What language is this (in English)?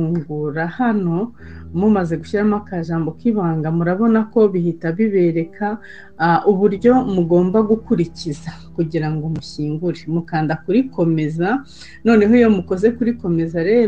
Kinyarwanda